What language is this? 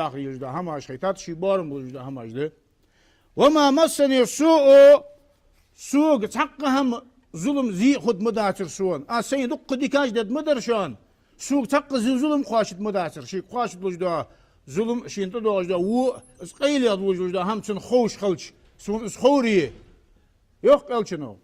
Ingush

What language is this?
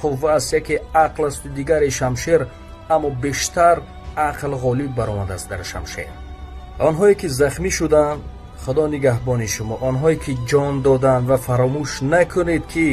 Tajik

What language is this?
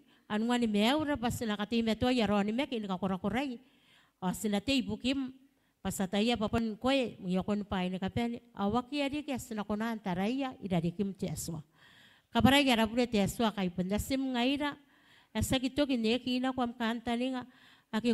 Gilbertese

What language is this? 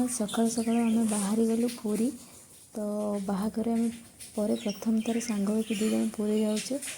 Odia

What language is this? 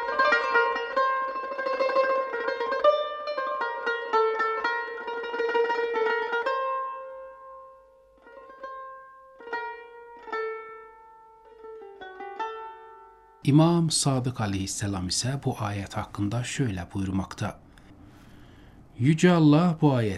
Turkish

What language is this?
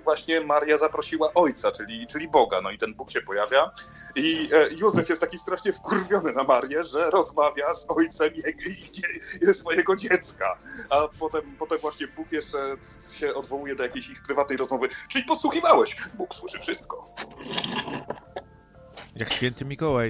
Polish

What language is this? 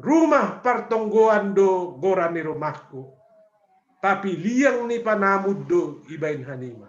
Batak Simalungun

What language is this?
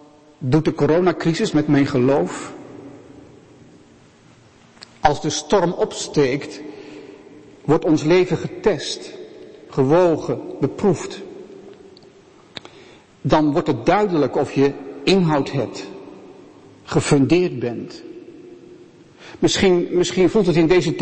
Dutch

